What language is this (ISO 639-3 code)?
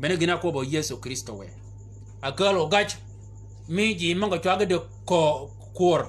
shk